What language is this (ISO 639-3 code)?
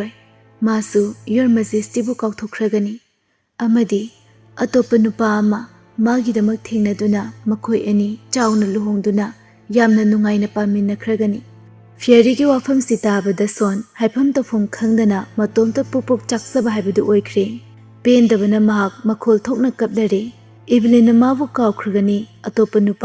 mni